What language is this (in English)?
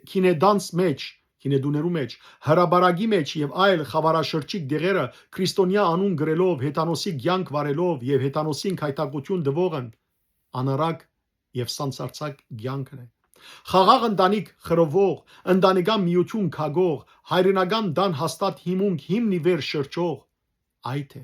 Western Armenian